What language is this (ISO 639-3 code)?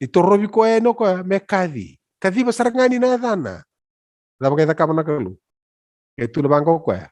fij